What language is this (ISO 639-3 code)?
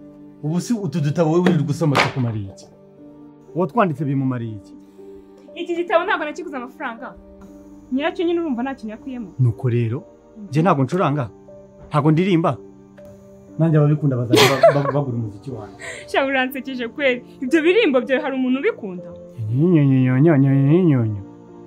kin